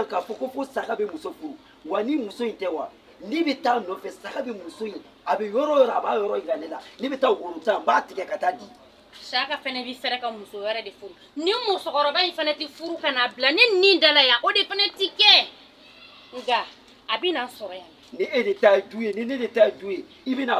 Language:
Bambara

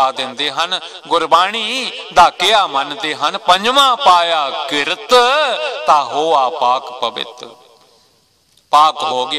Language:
Punjabi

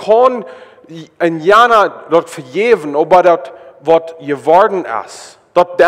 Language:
Plautdietsch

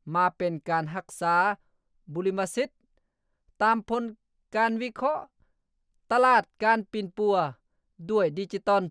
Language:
Lao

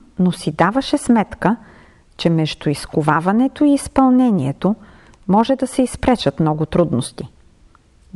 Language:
Bulgarian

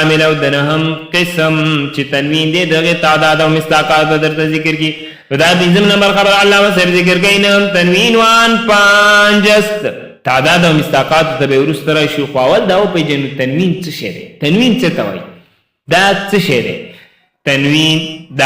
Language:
Pashto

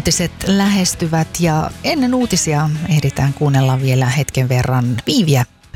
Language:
Finnish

